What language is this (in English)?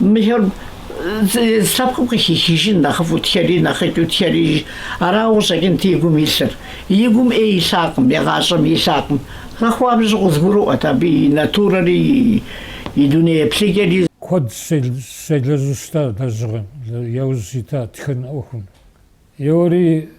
Kabardian